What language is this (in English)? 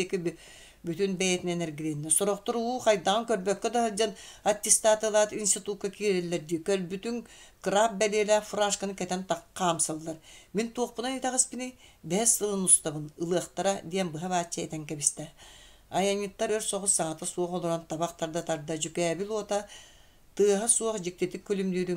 Yakut